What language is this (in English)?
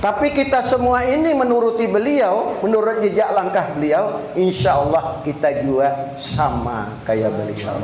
Banjar